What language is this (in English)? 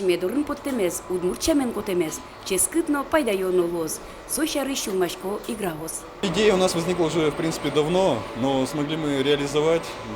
Udmurt